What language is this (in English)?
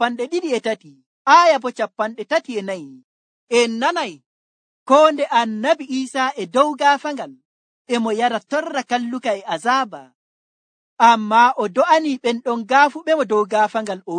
Nigerian Fulfulde